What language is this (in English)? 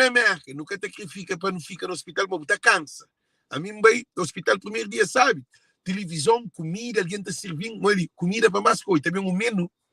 Kabuverdianu